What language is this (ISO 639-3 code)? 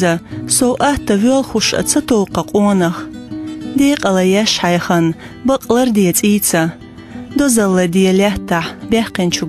che